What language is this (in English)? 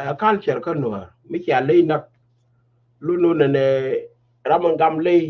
Nuer